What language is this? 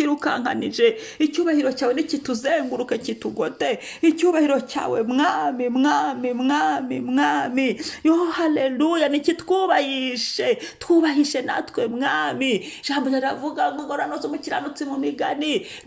Kinyarwanda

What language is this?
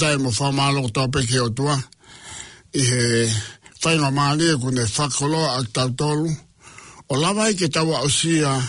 Tongan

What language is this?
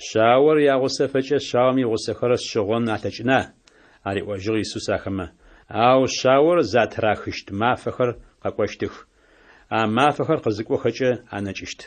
Adyghe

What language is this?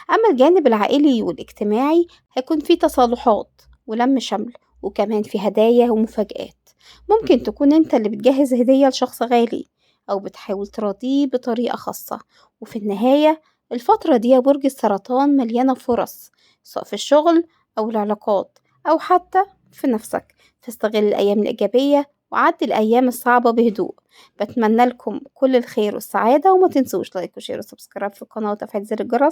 Egyptian Arabic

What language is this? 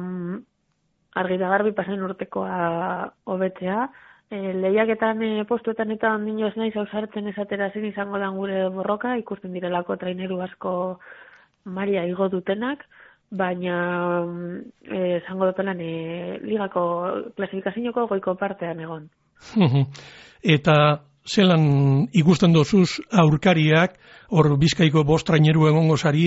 Basque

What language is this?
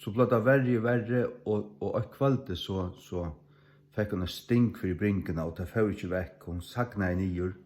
Faroese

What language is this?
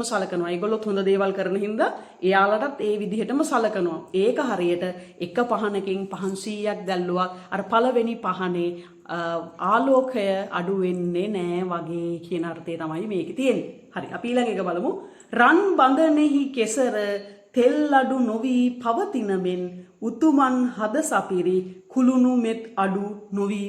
Sinhala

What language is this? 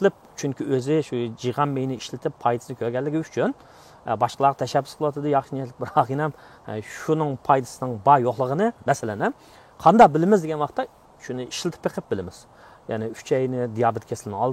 Uyghur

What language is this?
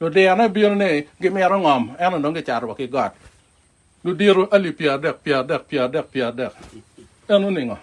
Acoli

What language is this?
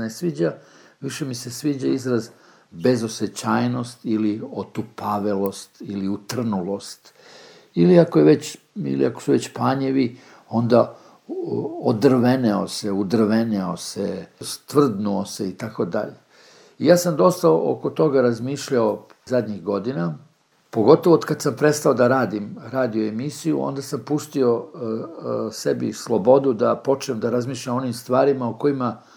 Serbian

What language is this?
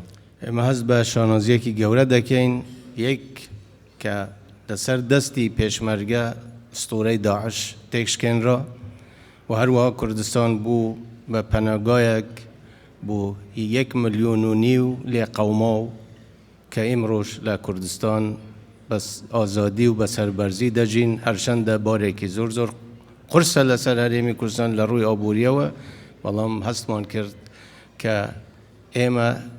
Central Kurdish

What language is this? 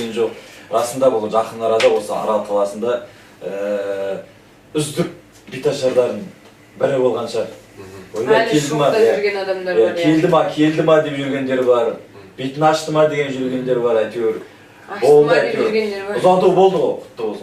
Kazakh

